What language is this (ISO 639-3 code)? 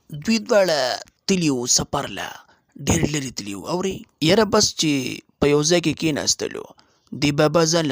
pus